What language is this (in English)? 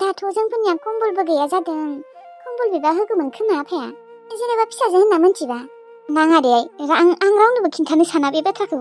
Bodo